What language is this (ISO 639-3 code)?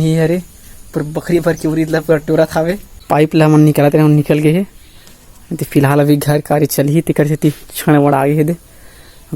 hne